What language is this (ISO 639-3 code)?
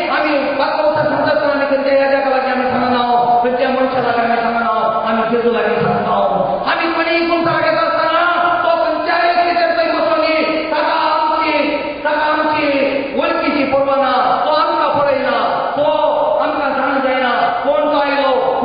kok